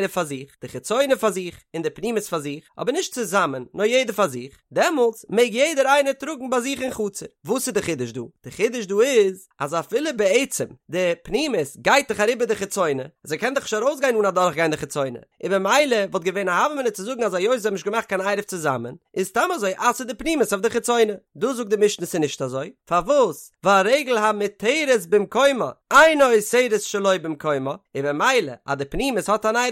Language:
Yiddish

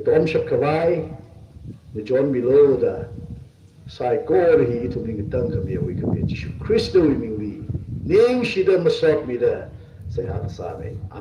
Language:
Tangkhul Naga (India)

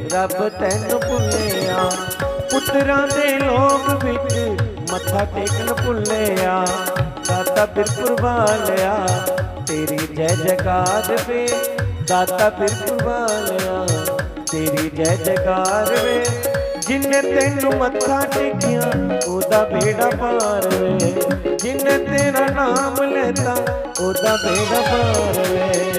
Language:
Dogri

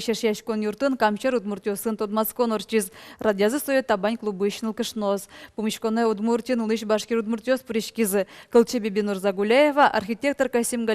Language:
Udmurt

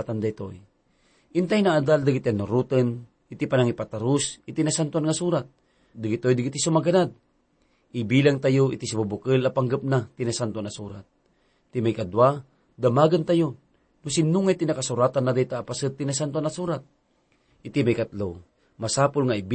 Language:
Iloko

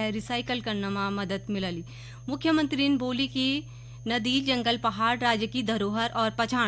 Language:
Garhwali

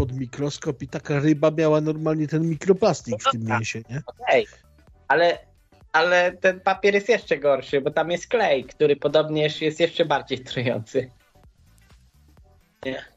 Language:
Polish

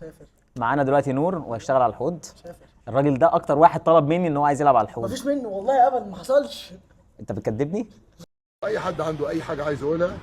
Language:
Egyptian Arabic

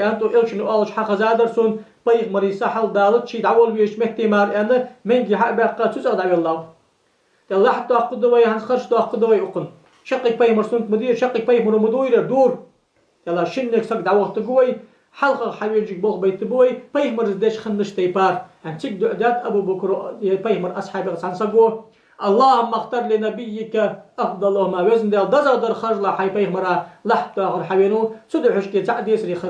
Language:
Ingush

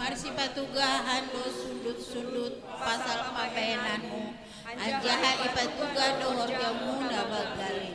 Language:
Batak Simalungun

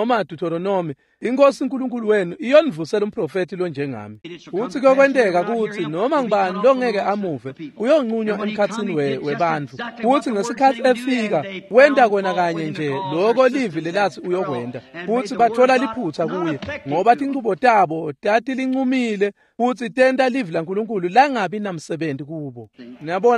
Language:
Swati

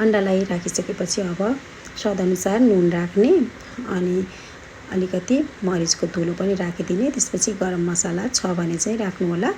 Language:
Nepali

